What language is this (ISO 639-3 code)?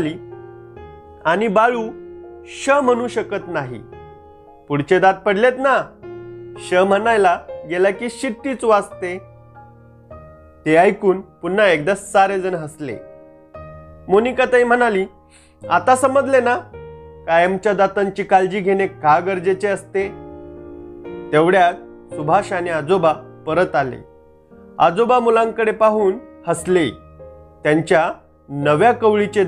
mar